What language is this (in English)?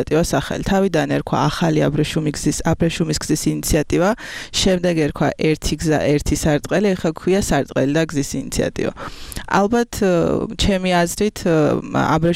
Georgian